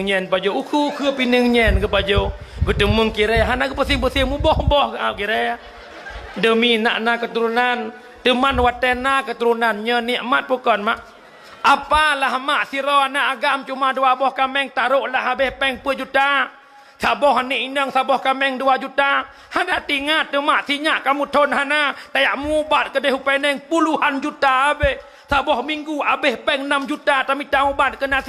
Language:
Achinese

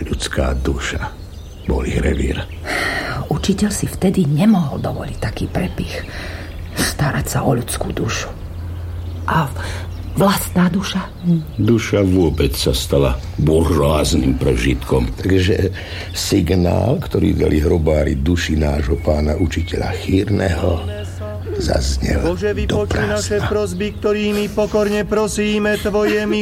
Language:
Slovak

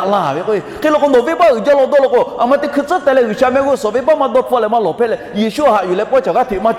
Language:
Lahu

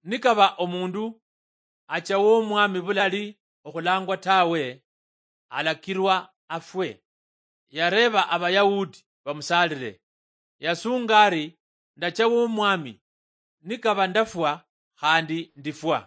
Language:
Luyia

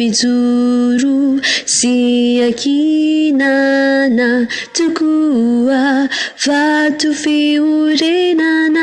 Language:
Malagasy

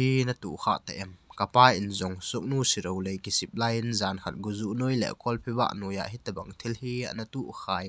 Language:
Thado Chin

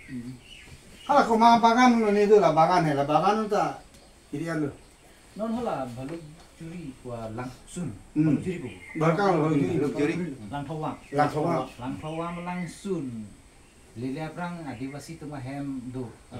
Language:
Karbi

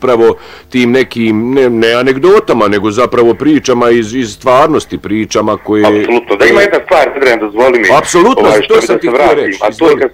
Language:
Bosnian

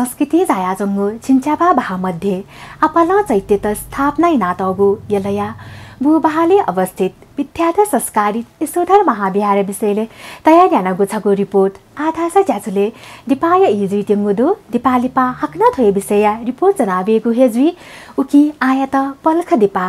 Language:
Newari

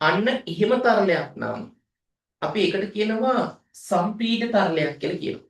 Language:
Sinhala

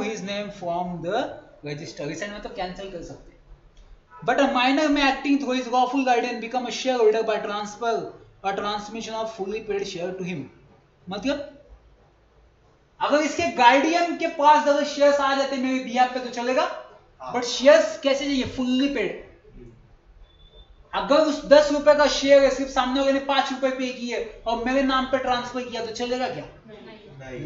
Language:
Hindi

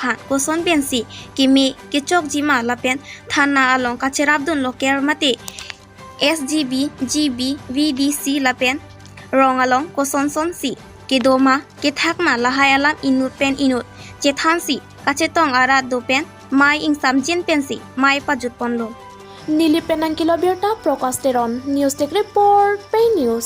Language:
Karbi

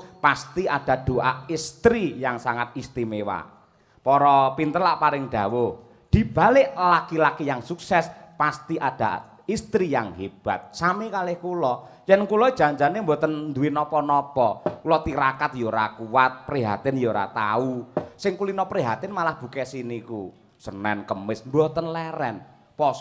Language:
Javanese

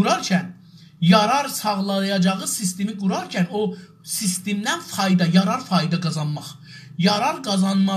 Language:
South Azerbaijani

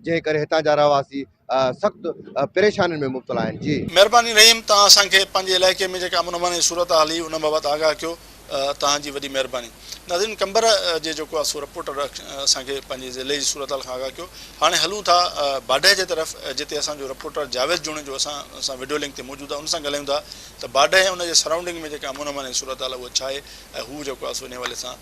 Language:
Sindhi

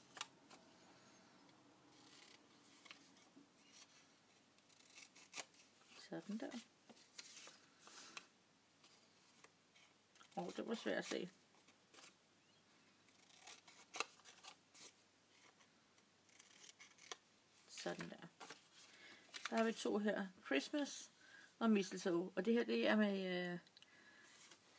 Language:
Danish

